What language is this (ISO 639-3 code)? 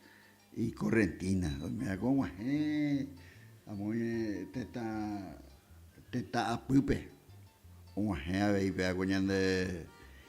grn